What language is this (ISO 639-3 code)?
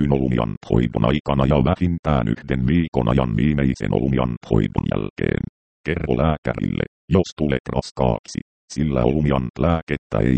fin